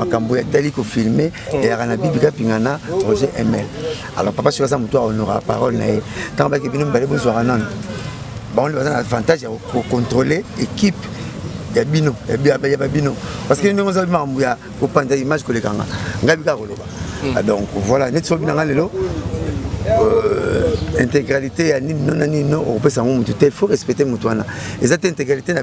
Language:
Lingala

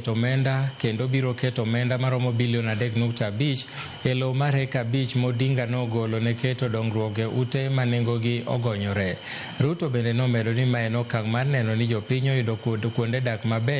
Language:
Luo (Kenya and Tanzania)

